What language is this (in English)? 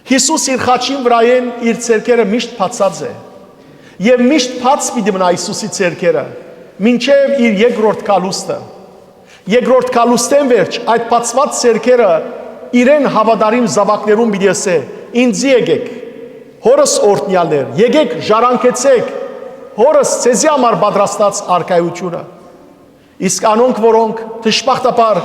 Western Armenian